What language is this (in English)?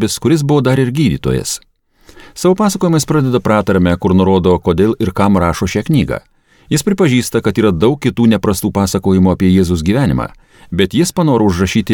Lithuanian